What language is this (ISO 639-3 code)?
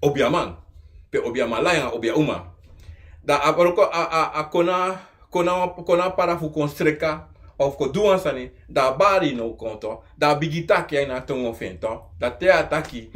srn